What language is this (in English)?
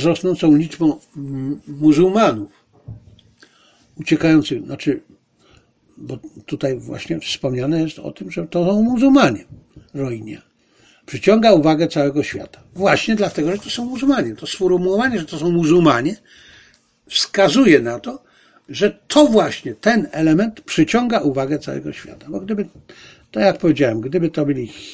Polish